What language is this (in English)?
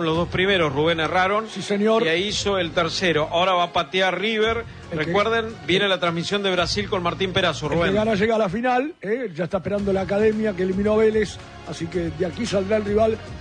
Spanish